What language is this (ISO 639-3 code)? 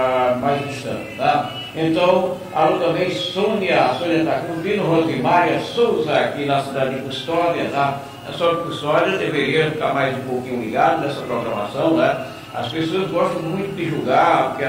por